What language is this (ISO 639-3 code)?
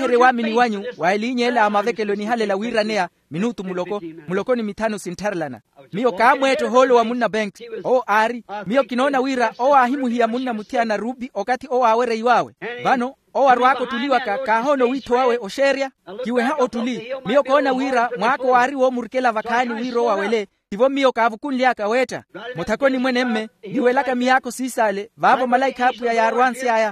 vmw